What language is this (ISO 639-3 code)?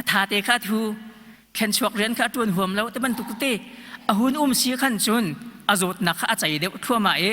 cnh